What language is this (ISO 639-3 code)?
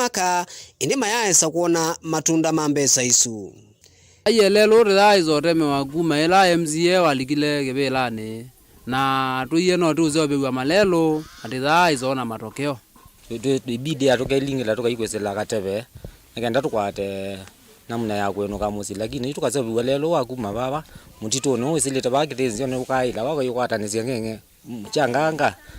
kam